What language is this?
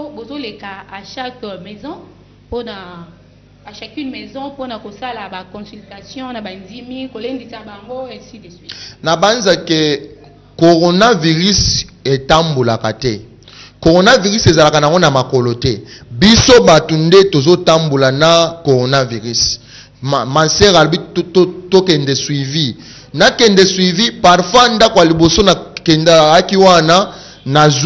Lingala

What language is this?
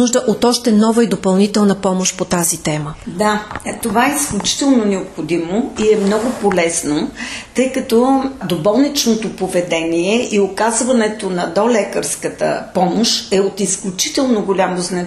Bulgarian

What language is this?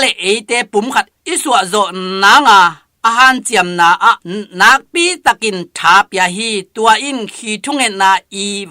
Tedim Chin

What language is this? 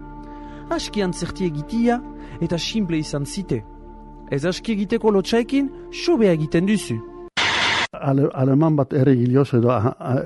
Basque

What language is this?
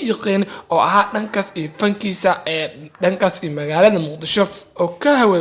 Somali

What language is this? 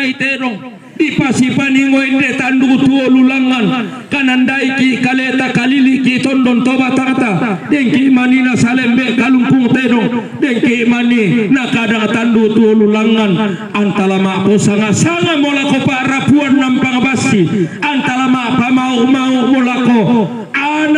Toraja-Sa'dan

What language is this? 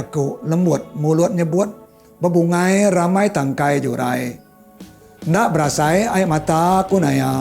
Iban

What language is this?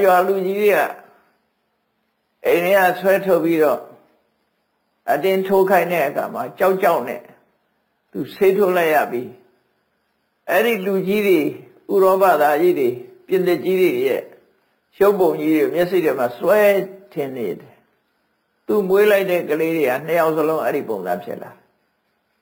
Burmese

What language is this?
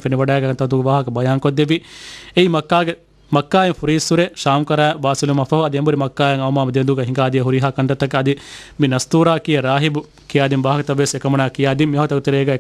Divehi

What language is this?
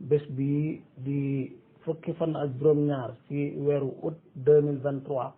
Wolof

